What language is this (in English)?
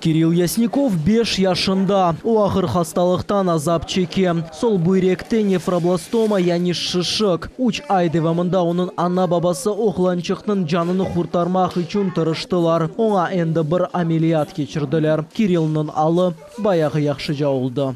Crimean Tatar